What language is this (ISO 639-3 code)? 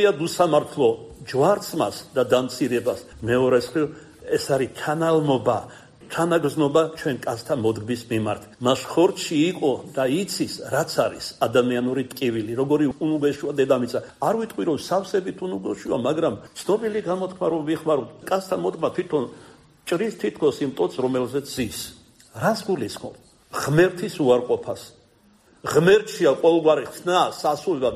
kat